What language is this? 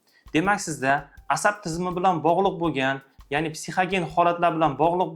Uzbek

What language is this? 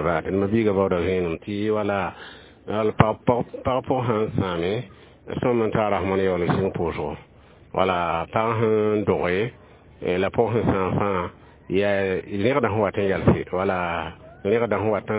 Mossi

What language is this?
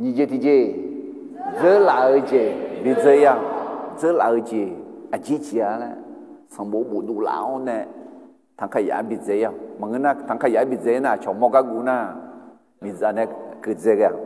Akha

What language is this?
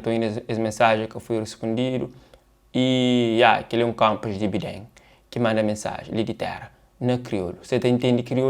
Kabuverdianu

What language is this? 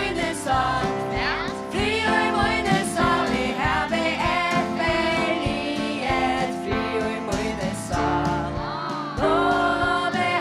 Faroese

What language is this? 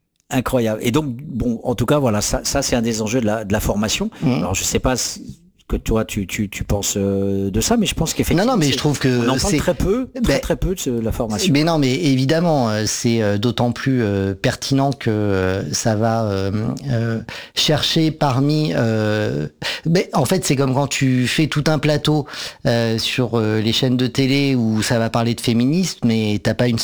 French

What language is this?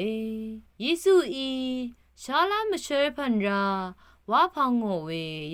Rawang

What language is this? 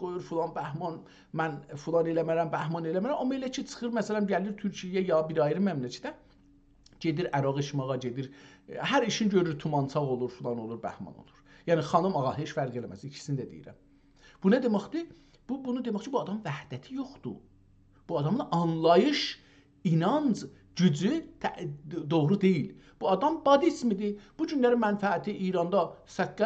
South Azerbaijani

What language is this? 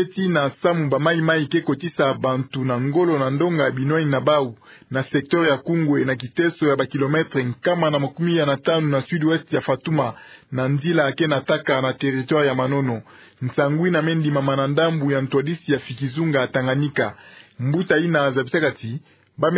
Kituba (Democratic Republic of Congo)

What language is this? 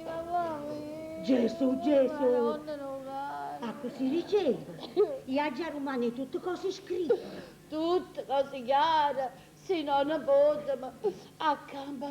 Neapolitan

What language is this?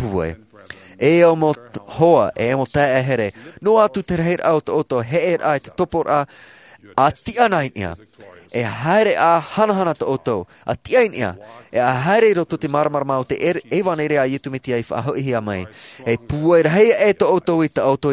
Tahitian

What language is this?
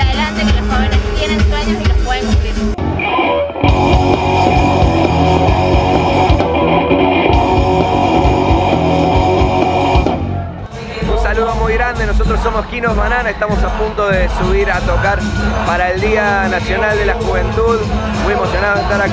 Spanish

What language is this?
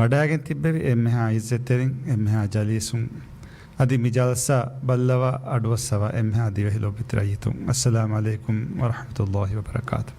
Divehi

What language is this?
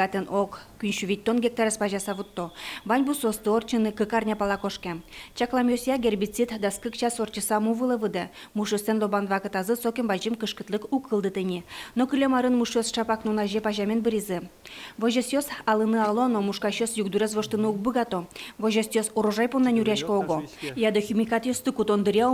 Udmurt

